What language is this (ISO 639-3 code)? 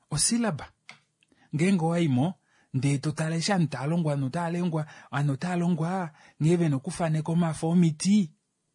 kua